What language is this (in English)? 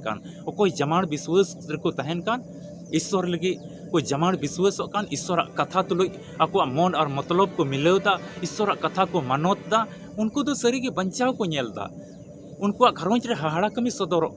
Santali